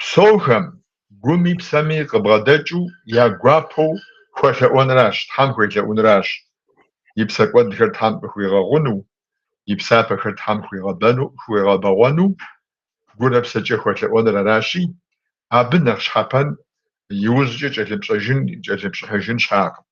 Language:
Kabardian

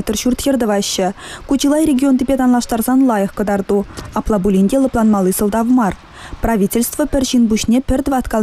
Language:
Chuvash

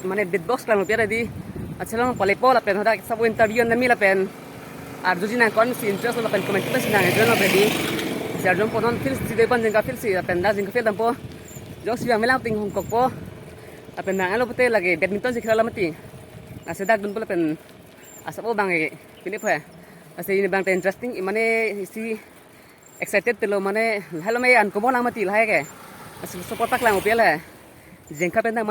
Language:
Karbi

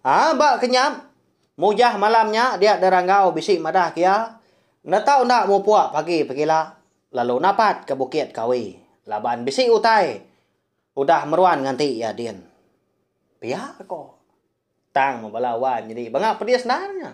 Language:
Iban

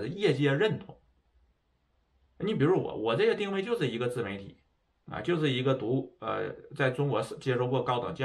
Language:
Chinese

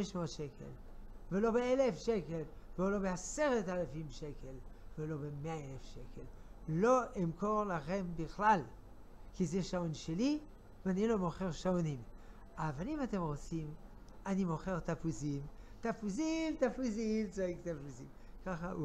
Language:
Hebrew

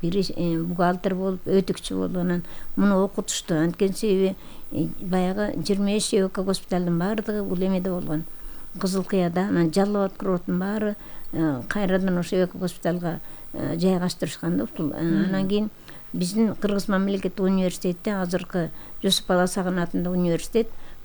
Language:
Kyrgyz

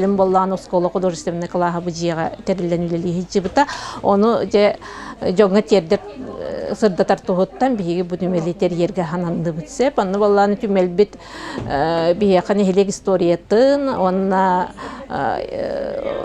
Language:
Yakut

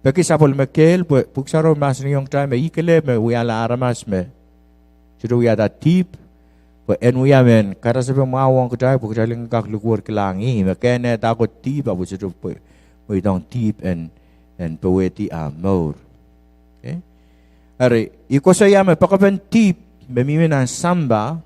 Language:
Pohnpeian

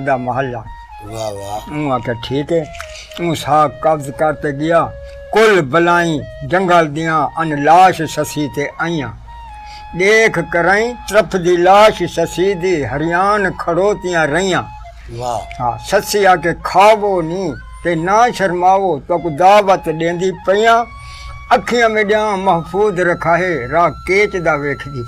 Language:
Saraiki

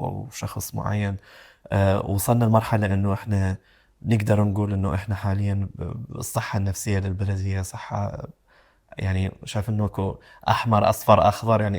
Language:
Mesopotamian Arabic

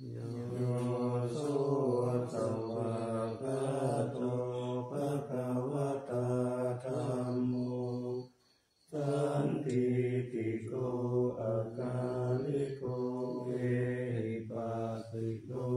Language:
Pali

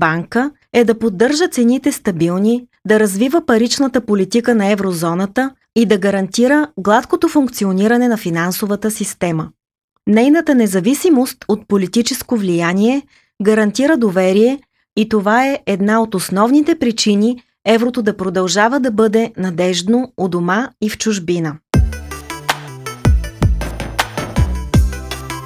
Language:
Bulgarian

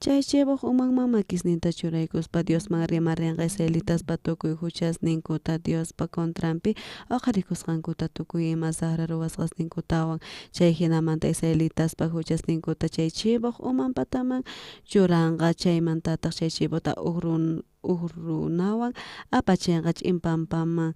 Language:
South Bolivian Quechua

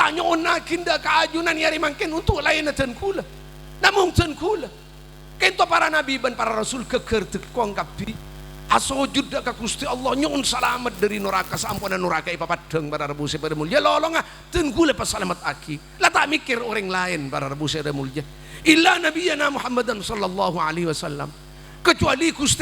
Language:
Madurese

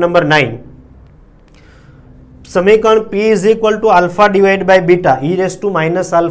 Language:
Gujarati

